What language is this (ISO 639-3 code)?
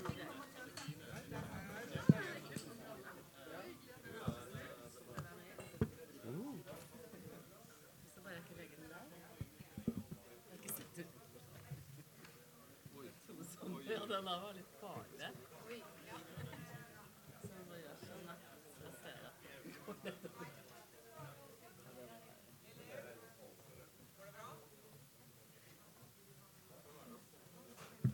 nor